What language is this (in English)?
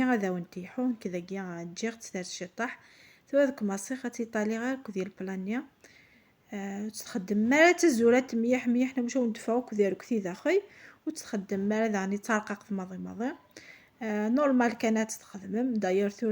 Kabyle